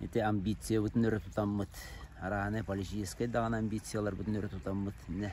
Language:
Yakut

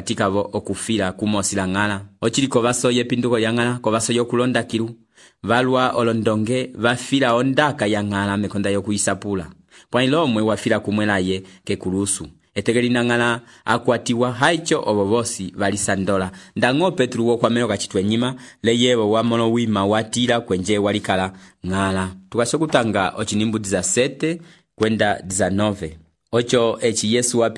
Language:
Umbundu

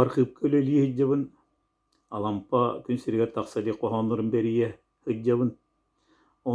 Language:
Yakut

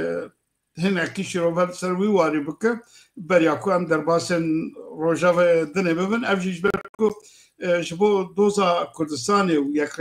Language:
Kurdish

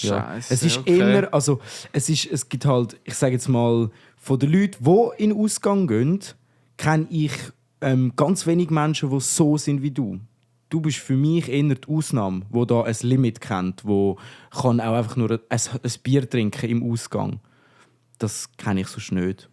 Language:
Swiss German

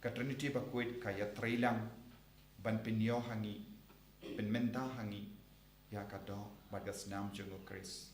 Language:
Khasi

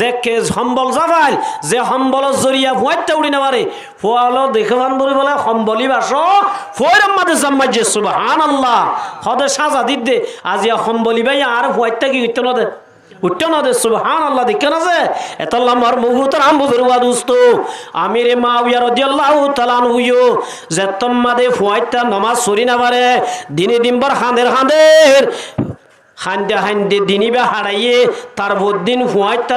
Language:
Rohingya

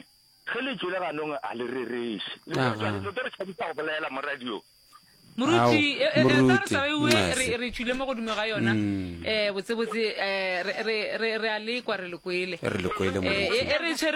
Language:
Northern Sotho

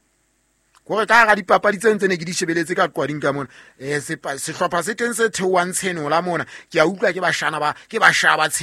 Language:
Southern Sotho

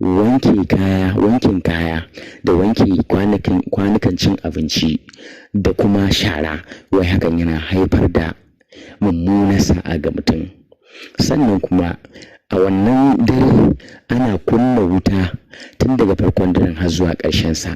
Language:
Hausa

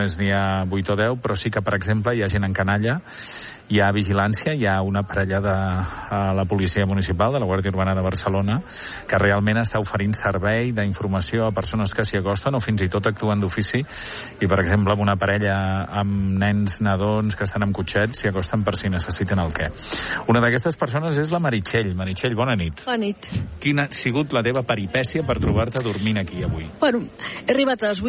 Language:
Catalan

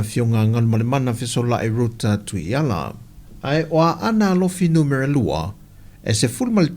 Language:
Samoan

